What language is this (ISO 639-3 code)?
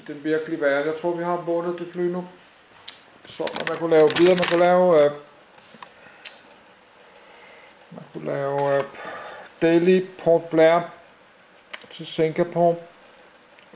dan